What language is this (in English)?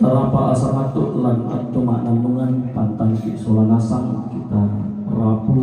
Toraja-Sa'dan